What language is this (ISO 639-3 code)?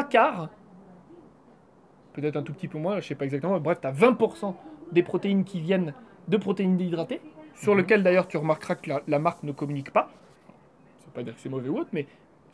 fra